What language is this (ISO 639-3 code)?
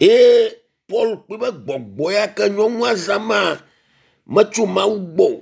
ewe